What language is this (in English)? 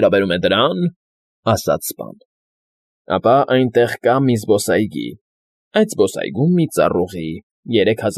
Armenian